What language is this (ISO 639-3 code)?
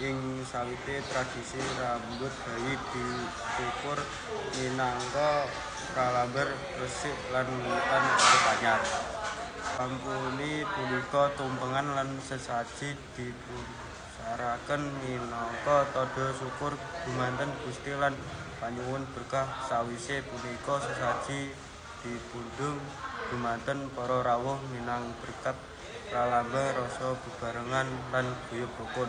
jav